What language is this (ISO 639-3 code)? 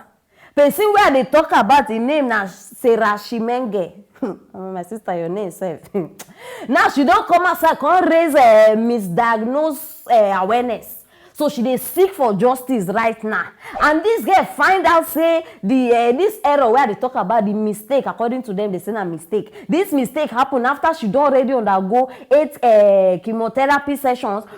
pcm